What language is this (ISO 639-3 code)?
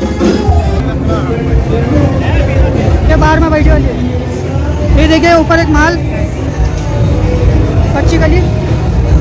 hin